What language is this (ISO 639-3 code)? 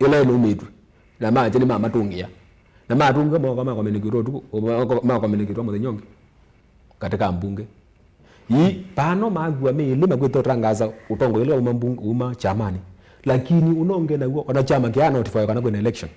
kam